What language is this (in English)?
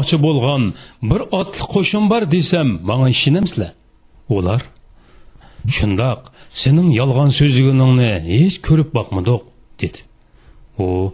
Uyghur